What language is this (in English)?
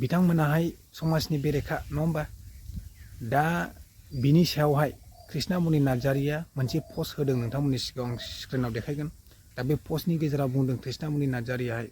Bodo